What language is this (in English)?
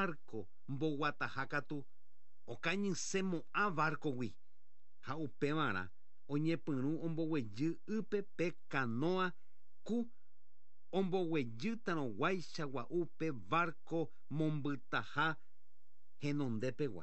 Guarani